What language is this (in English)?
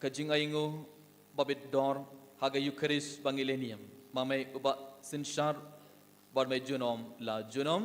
Khasi